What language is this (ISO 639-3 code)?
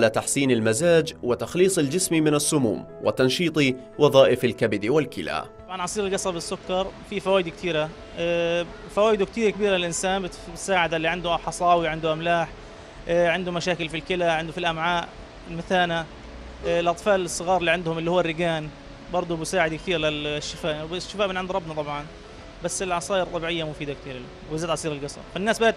ara